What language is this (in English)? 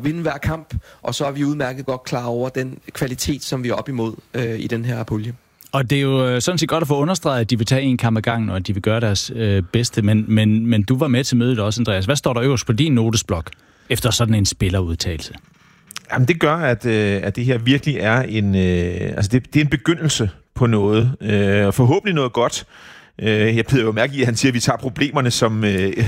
Danish